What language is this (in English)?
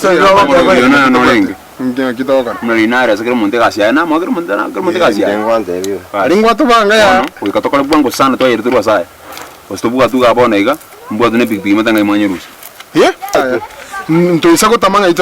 Gusii